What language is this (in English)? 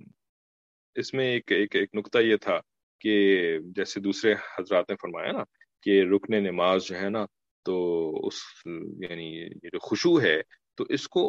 Urdu